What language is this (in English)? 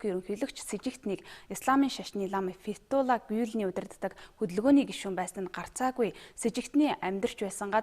Mongolian